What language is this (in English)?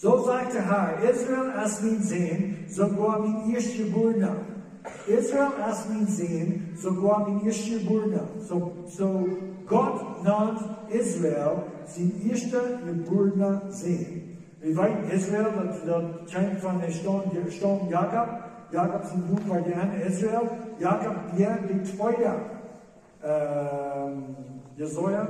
Plautdietsch